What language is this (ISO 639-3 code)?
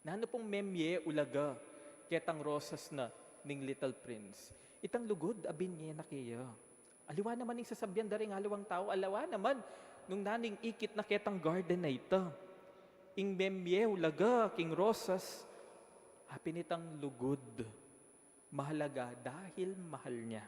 pam